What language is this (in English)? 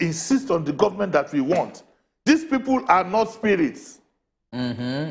Nigerian Pidgin